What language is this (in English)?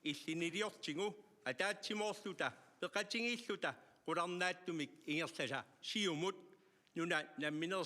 Kalaallisut